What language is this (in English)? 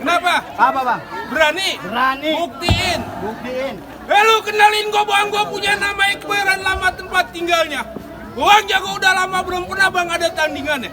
Betawi